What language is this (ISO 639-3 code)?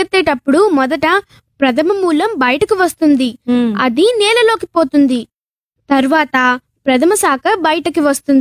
tel